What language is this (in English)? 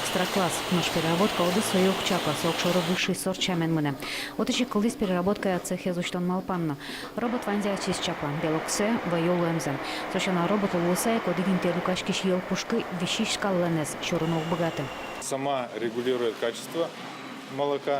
Udmurt